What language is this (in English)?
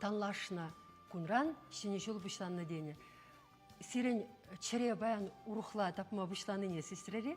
Chuvash